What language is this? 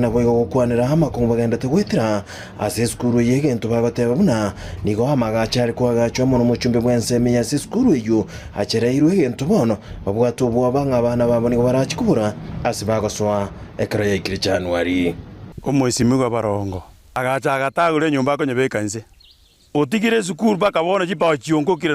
Gusii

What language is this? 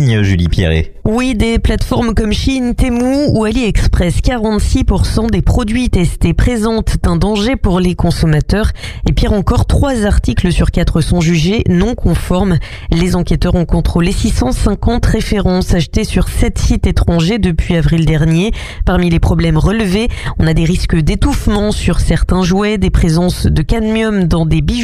French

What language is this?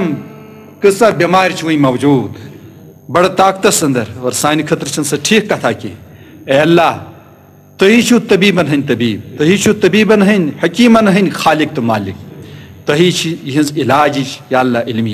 Kashmiri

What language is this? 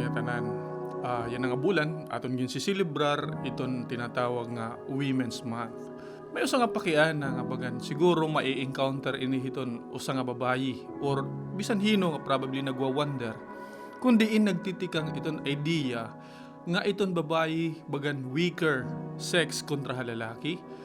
Waray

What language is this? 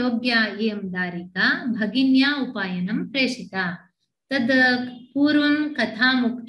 Sanskrit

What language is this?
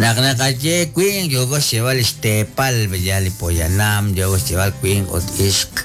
Kekchí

